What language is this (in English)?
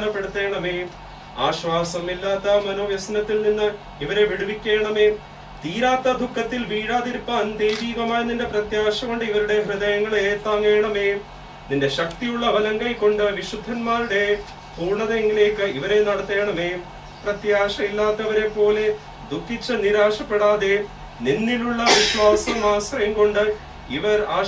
Malayalam